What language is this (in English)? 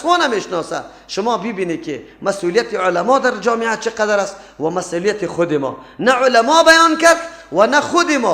Persian